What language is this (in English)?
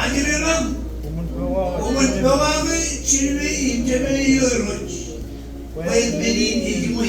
Marshallese